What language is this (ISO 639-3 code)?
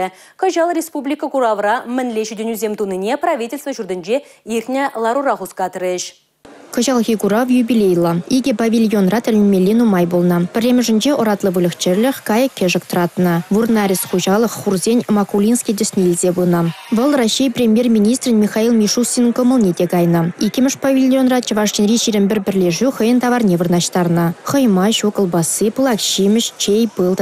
chv